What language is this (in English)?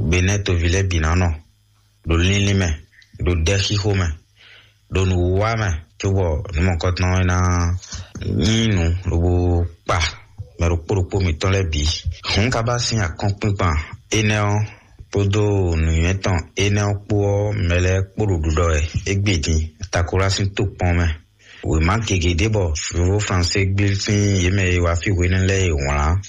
Fon